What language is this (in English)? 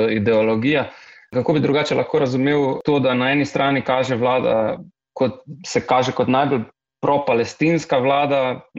Slovenian